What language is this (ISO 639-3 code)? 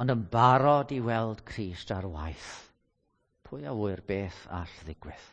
cym